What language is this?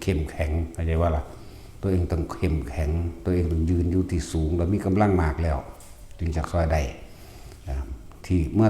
Northeastern Thai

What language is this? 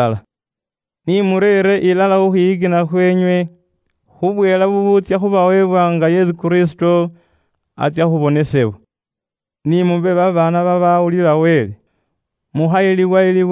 Luyia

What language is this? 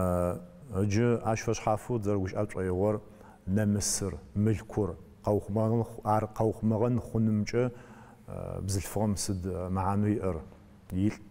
Adyghe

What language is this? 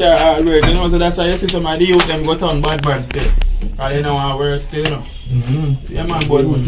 Jamaican Creole English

